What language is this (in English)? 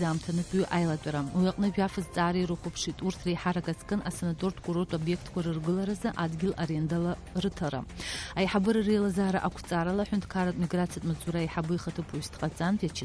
Abkhazian